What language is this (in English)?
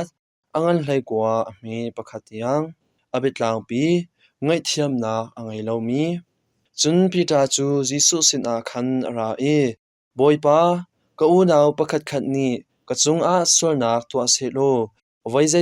Hakha Chin